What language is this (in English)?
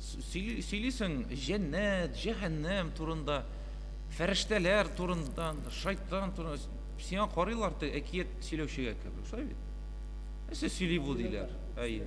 Tatar